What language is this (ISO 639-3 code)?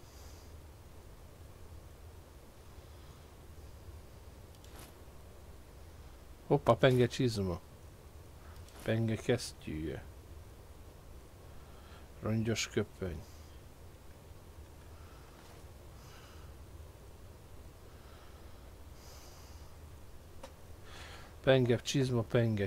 hun